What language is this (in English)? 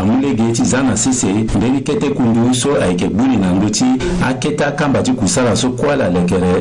Sango